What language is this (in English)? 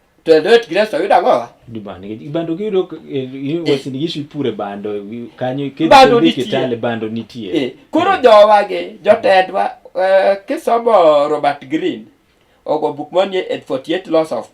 Luo (Kenya and Tanzania)